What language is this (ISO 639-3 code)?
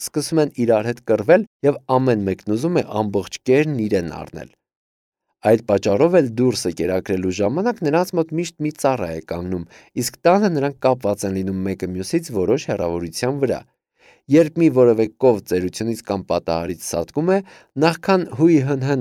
hye